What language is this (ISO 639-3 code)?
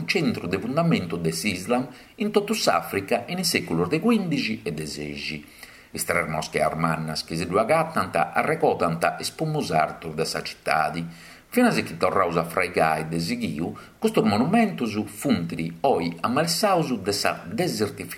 srd